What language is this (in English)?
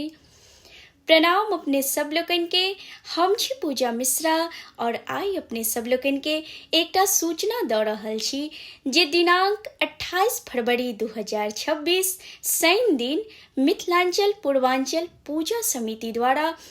Maithili